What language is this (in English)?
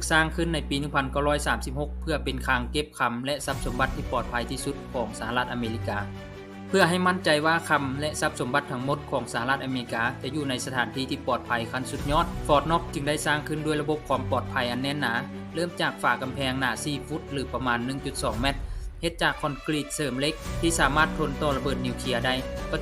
Lao